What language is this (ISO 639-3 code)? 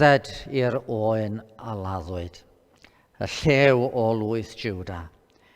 cym